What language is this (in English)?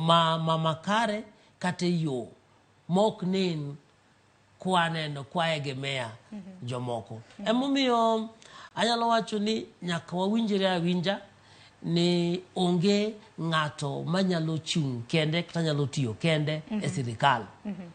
Luo (Kenya and Tanzania)